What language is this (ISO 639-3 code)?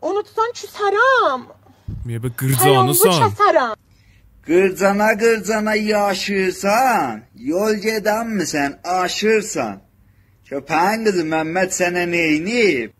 azb